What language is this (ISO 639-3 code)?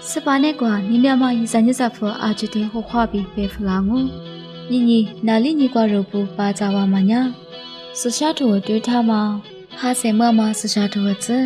lis